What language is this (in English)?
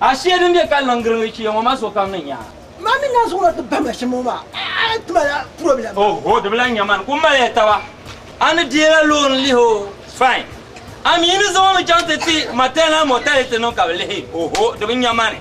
Dagbani